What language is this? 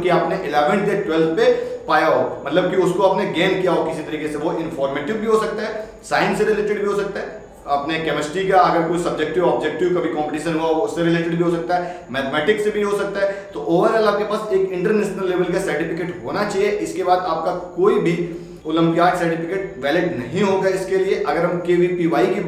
Hindi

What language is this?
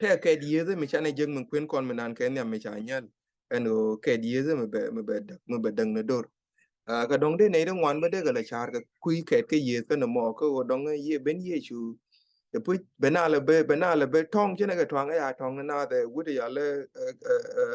Nuer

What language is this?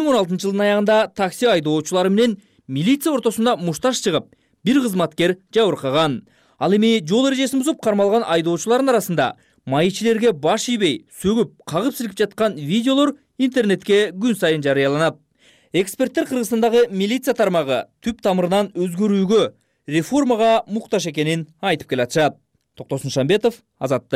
Kyrgyz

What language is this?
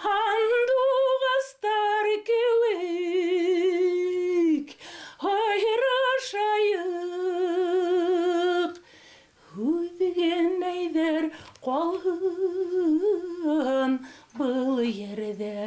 Bashkir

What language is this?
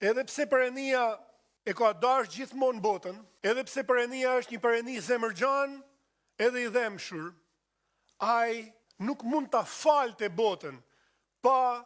Albanian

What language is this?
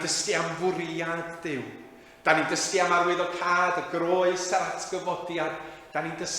Welsh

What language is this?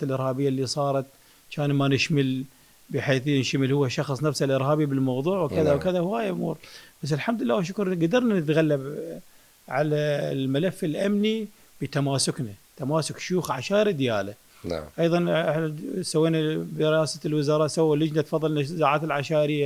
Mesopotamian Arabic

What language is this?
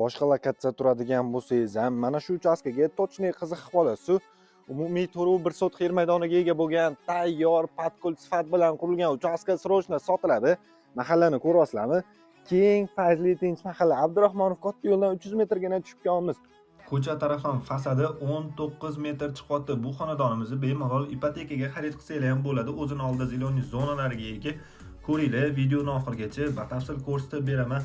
Uzbek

